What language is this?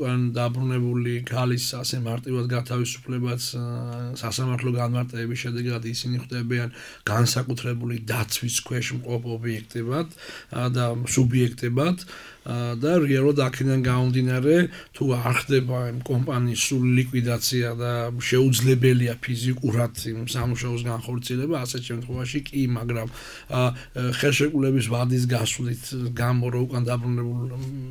Georgian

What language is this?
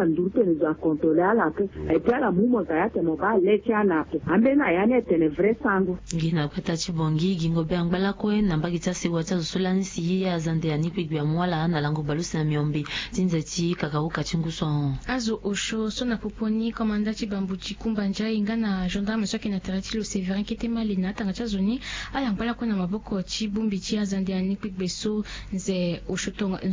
Sango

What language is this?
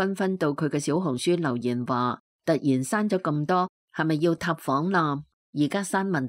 Cantonese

